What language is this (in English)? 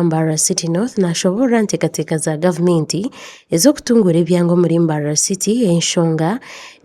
Nyankole